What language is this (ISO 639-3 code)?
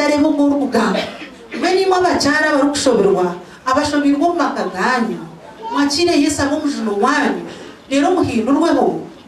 nyn